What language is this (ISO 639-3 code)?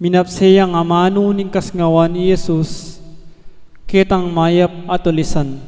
pam